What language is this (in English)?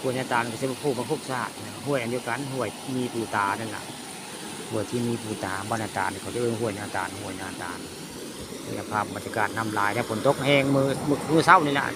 Northeastern Thai